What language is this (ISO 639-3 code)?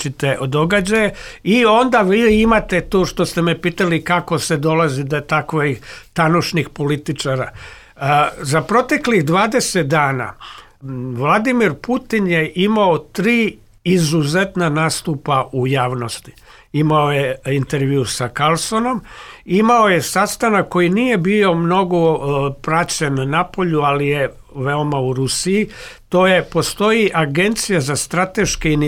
srp